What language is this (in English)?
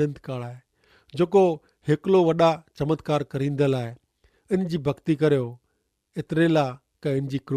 Kachhi